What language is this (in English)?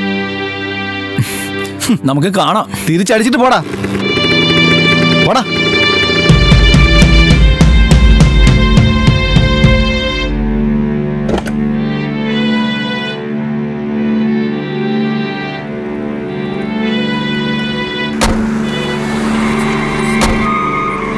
Malayalam